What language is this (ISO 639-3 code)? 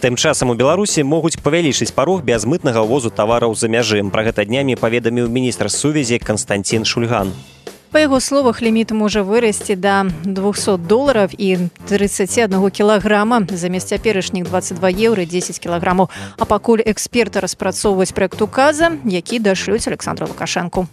bel